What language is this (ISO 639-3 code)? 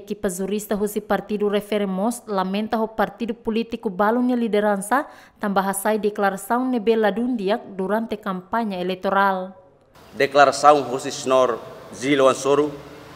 tet